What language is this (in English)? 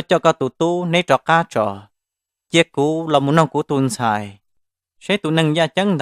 Hmong